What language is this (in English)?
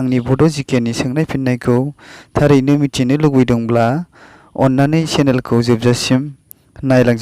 Bodo